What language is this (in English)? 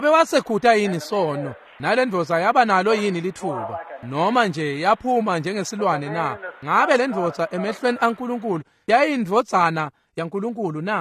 Swati